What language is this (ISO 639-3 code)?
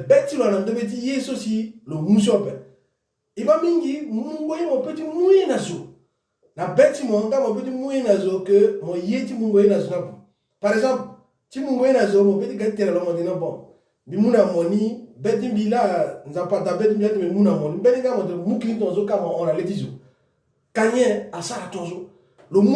sag